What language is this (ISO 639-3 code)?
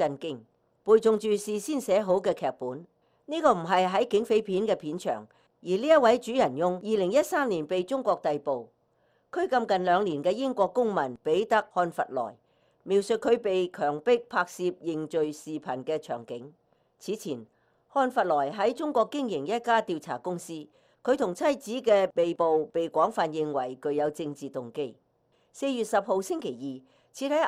yue